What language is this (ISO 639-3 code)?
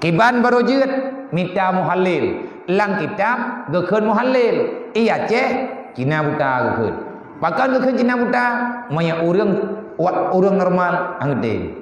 ace